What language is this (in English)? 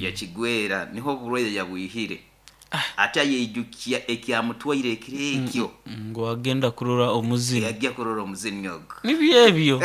Nyoro